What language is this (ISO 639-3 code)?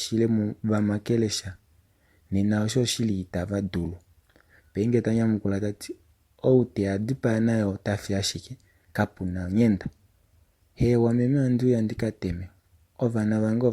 kua